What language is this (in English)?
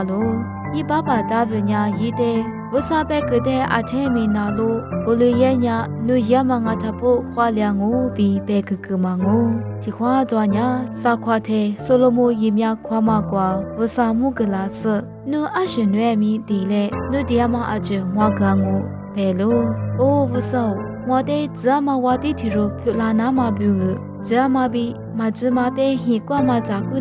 Lisu